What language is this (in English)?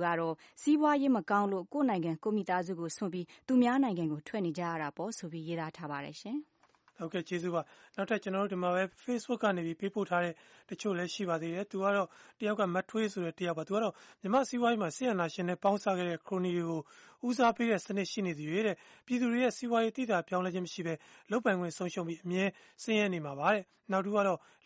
Burmese